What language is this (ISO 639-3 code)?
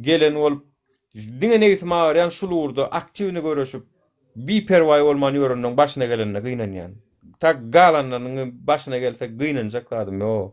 tuk